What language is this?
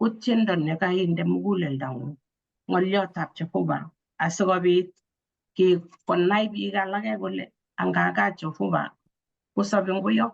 Kalenjin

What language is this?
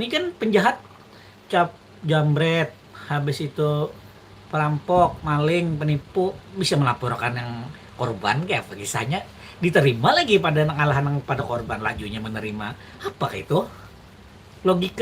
Banjar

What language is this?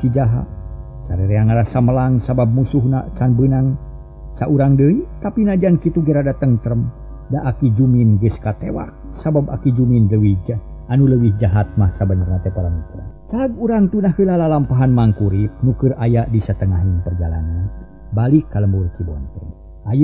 Sundanese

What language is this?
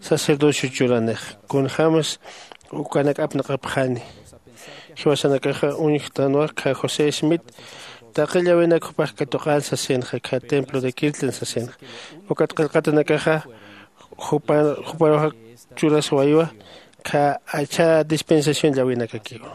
Aymara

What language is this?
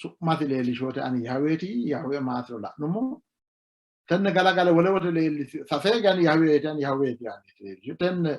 Sidamo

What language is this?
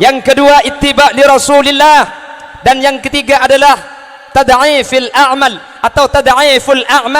Madurese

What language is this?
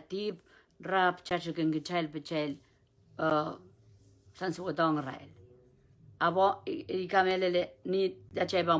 Pohnpeian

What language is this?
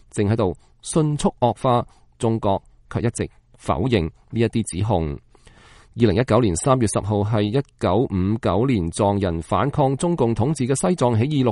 Cantonese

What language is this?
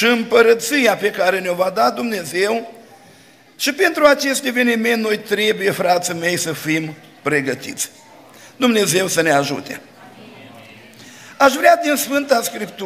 Romanian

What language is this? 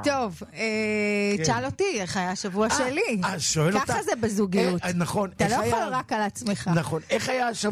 Hebrew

